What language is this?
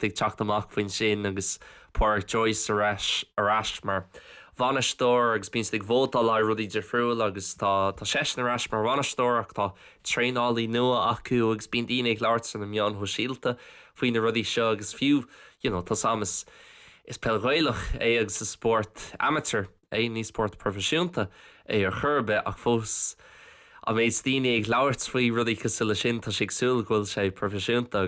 Irish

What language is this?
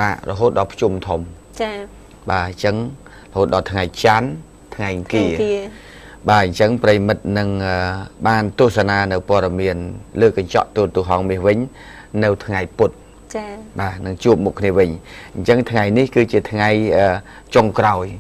Khmer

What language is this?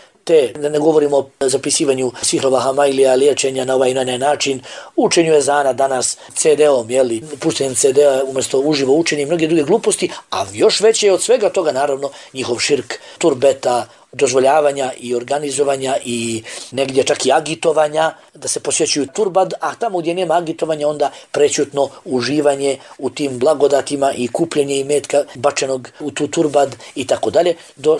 Bosnian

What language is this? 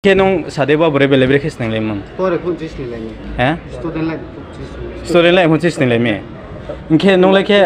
Riang (India)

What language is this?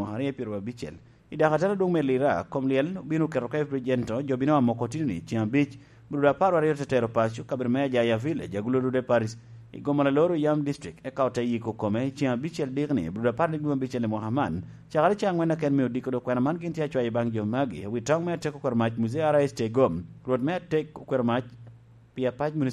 Lango (Uganda)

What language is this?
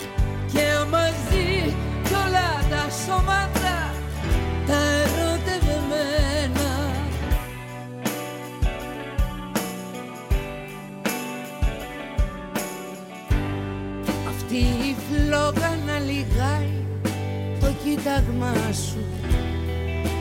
Greek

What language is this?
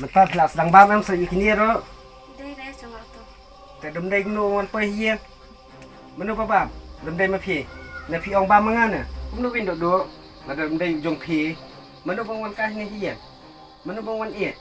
Khasi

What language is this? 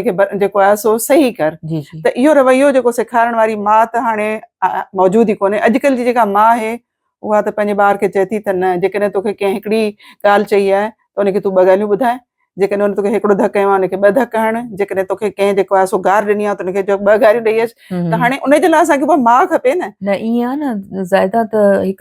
Sindhi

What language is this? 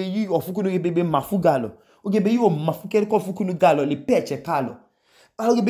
Idoma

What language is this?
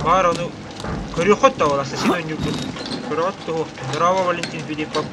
Yakut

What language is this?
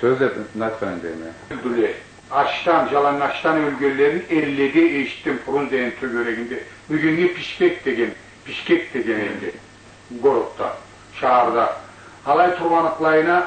Karachay-Balkar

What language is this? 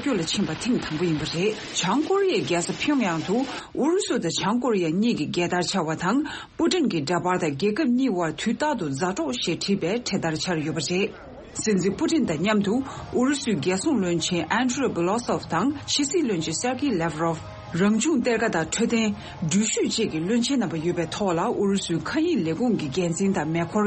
Tibetan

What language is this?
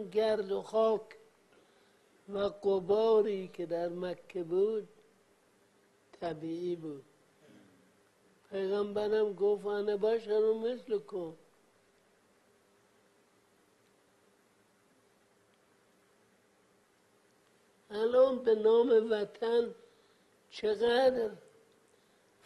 Persian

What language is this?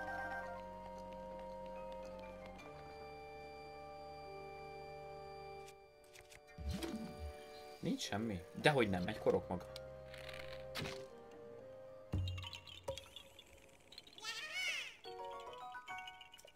Hungarian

